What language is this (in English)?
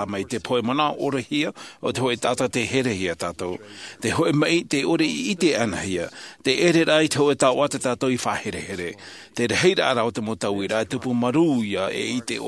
Tahitian